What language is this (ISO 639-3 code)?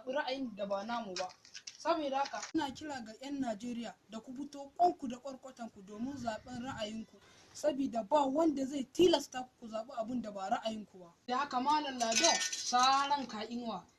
hau